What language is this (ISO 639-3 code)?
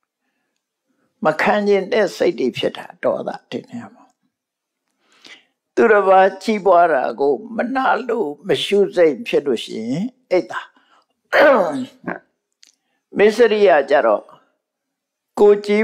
mya